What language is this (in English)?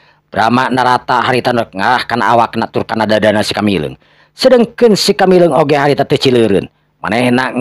Sundanese